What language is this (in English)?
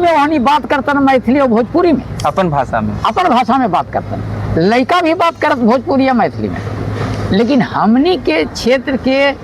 Magahi